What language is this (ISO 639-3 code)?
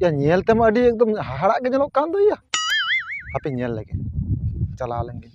sat